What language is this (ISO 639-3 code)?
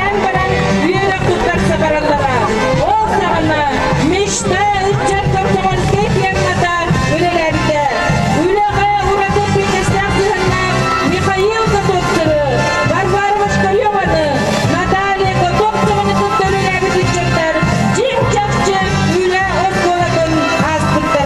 sah